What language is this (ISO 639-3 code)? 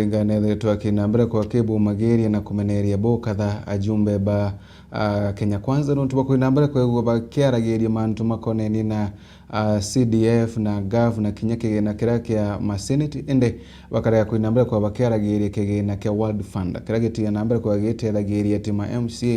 mer